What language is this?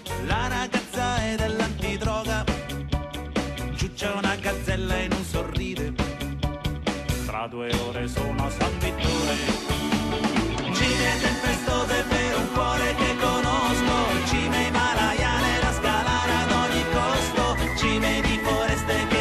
Italian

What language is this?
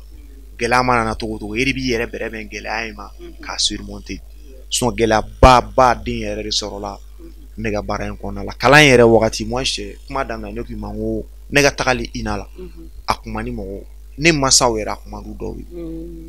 Bambara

